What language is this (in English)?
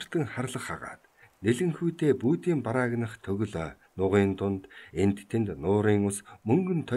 Mongolian